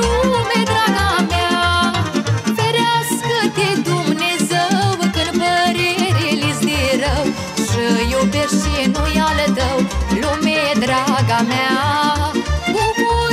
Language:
Romanian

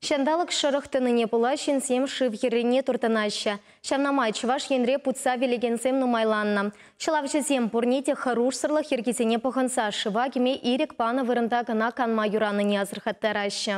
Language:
Chuvash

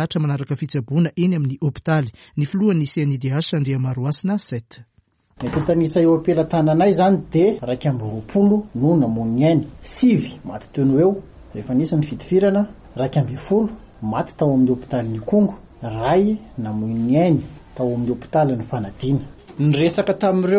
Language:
Malagasy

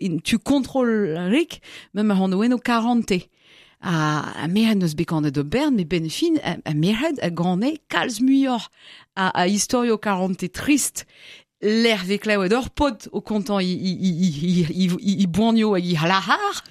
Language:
Breton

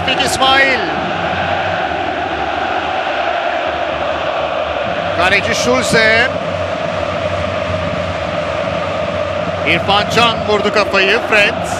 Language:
Turkish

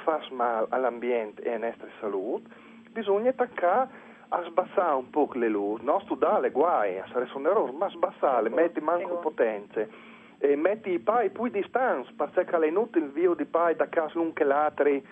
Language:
Friulian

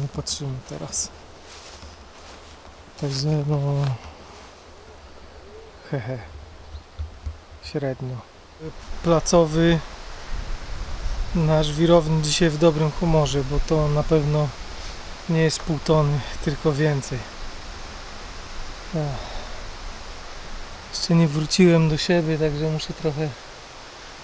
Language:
Polish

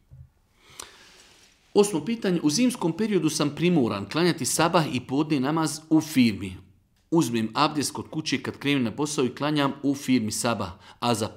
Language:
Bosnian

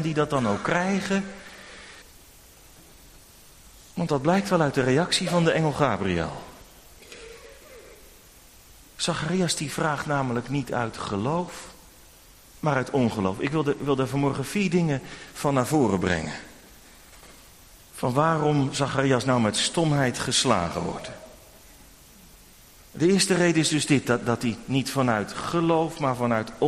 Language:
Dutch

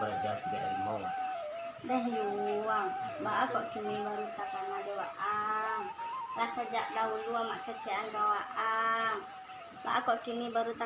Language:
Minangkabau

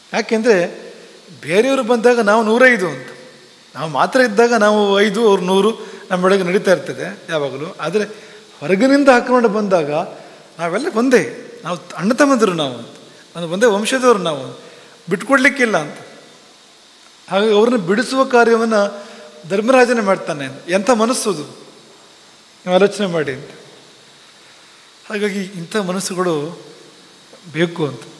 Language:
Kannada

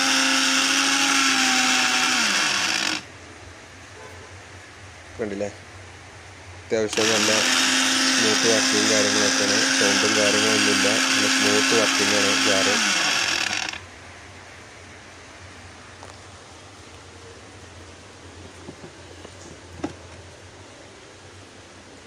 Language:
Malayalam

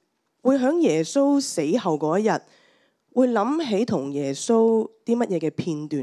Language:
Cantonese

